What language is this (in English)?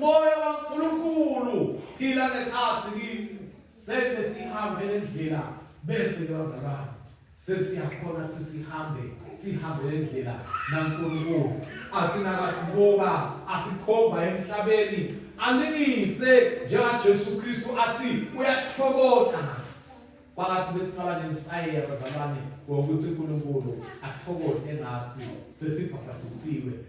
Swati